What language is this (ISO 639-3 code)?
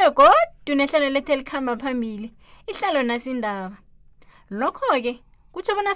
nbl